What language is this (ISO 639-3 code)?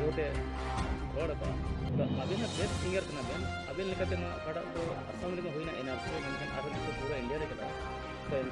sat